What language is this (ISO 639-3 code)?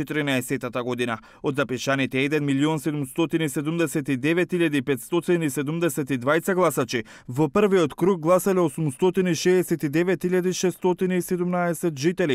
mkd